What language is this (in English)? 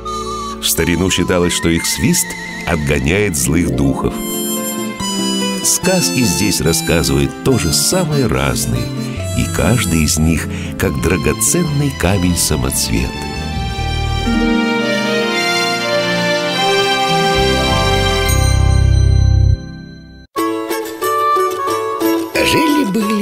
Russian